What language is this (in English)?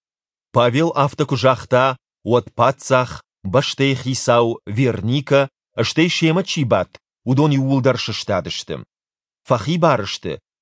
Ossetic